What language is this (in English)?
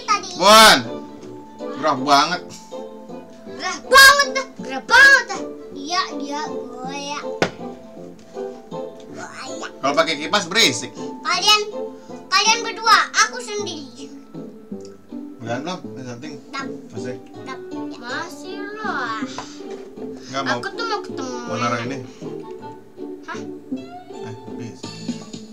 Indonesian